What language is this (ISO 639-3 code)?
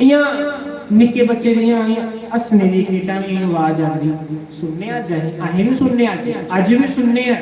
doi